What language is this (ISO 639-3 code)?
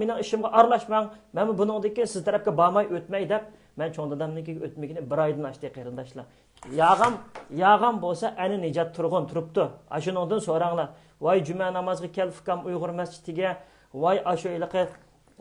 uig